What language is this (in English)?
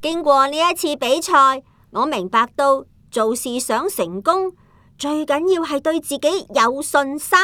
Cantonese